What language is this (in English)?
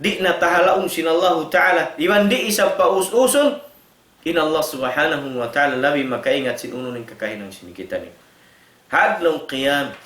Tausug